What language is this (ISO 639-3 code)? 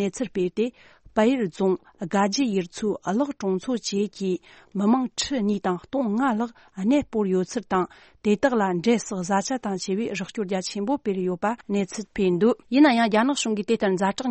bod